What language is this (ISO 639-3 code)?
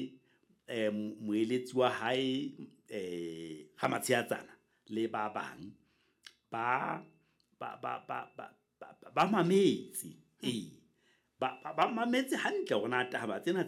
sot